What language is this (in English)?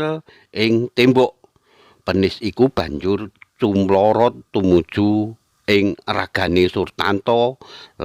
Javanese